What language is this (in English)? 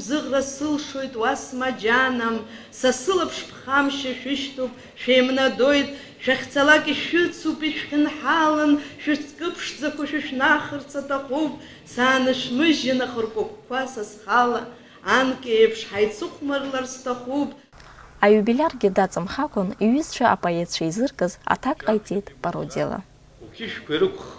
Abkhazian